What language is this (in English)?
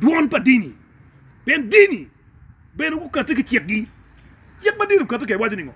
Acoli